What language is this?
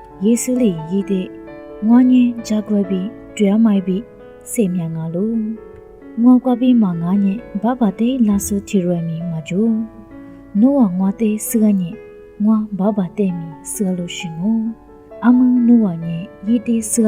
Lisu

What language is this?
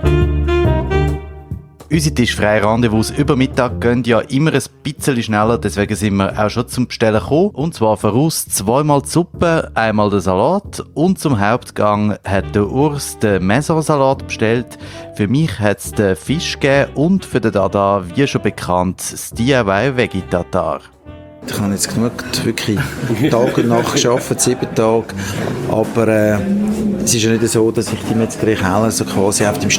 German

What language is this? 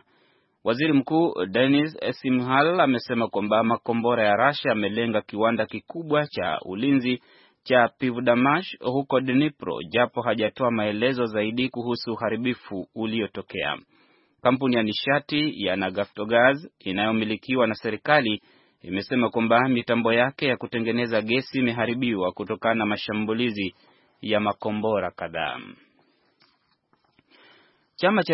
Swahili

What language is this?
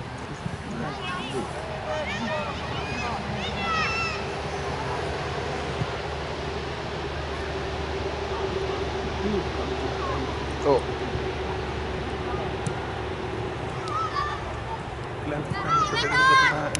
Finnish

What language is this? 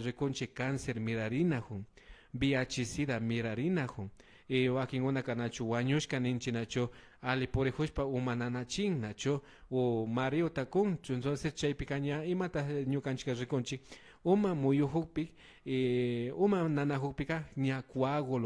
Imbabura Highland Quichua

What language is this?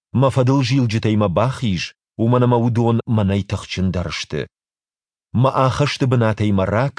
Ossetic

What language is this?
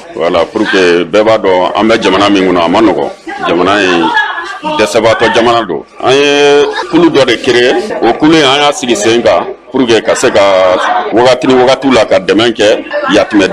Bambara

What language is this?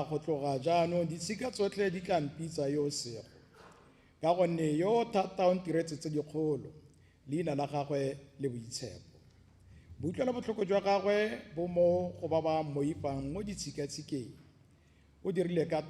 Tswana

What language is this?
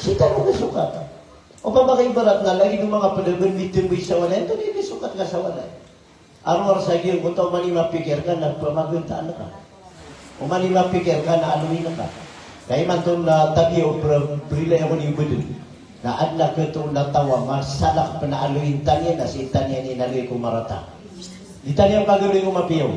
Maranao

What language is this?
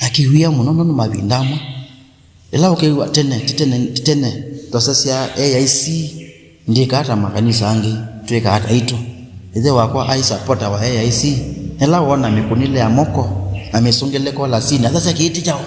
Kamba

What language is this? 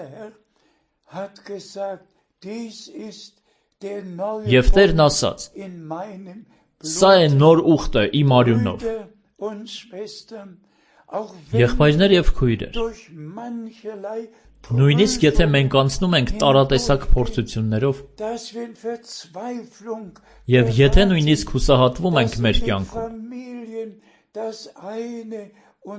Armenian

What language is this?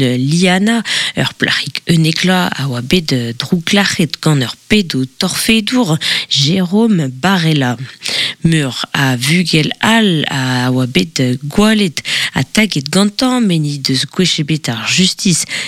Breton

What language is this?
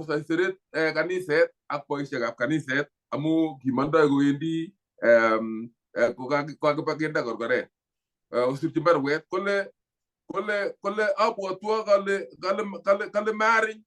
Kalenjin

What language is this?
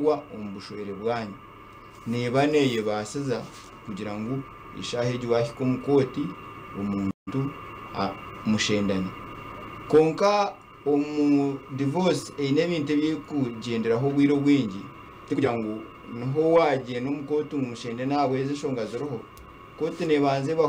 Nyankole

